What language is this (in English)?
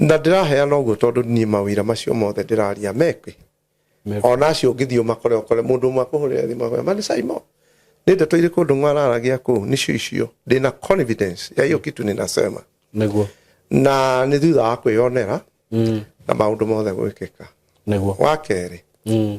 Kikuyu